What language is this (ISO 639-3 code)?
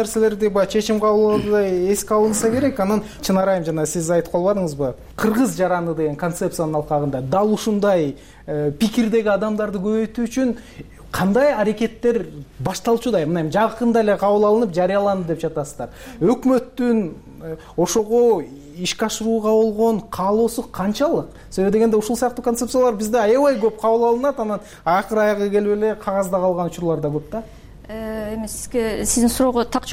kir